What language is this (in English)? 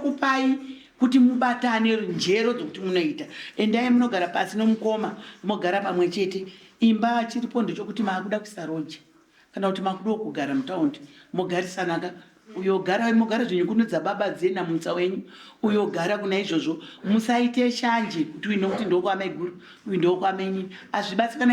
Shona